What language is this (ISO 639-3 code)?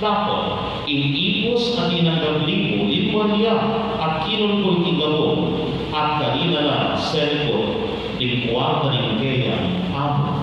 pam